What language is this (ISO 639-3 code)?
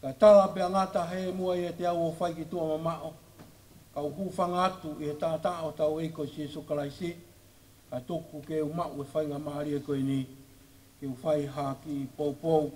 ton